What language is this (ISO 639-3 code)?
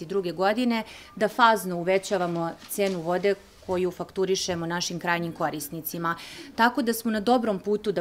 srp